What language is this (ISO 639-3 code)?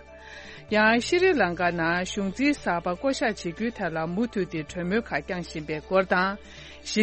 bod